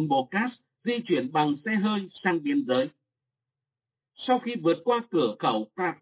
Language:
Vietnamese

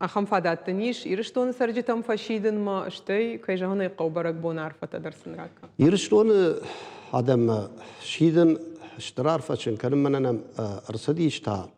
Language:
Ossetic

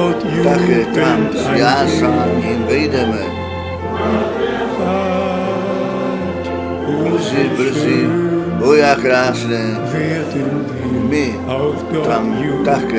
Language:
Czech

